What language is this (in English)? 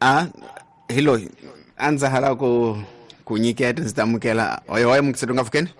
Tsonga